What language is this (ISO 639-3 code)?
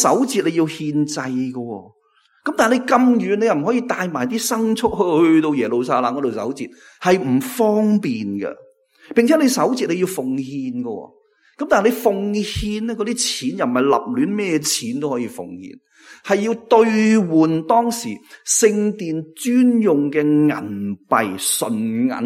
yue